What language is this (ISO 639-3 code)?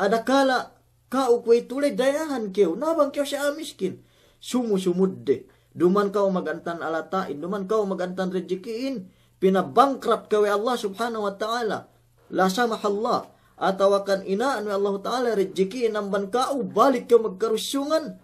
yka